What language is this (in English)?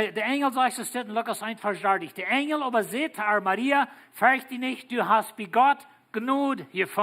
Plautdietsch